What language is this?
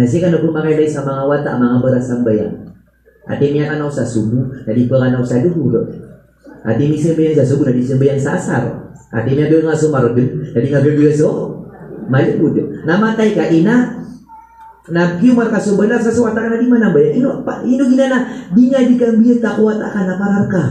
Maranao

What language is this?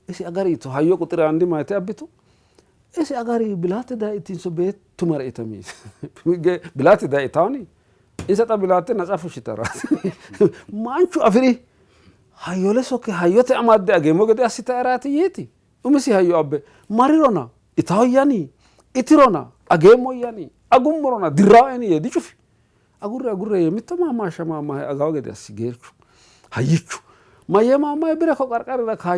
Sidamo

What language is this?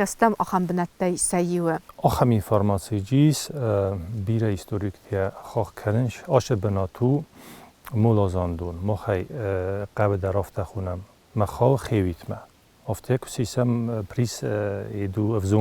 Ossetic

